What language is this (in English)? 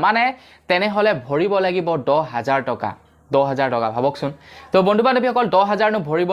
Assamese